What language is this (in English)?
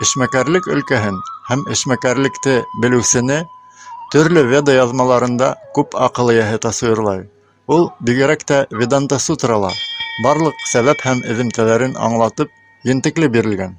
Bashkir